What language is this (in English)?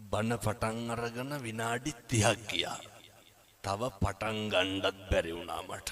Sinhala